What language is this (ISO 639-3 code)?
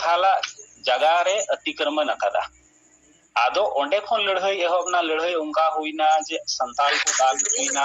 sat